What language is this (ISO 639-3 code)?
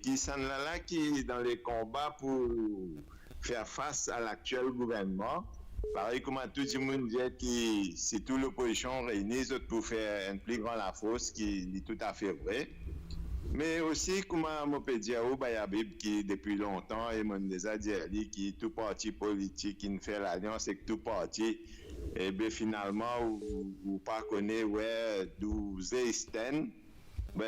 mfe